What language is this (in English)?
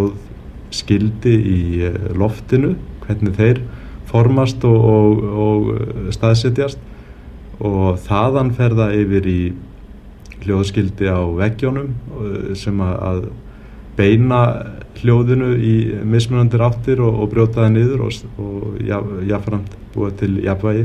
Icelandic